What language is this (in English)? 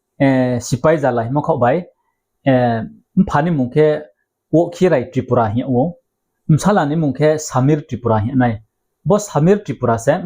Riang (India)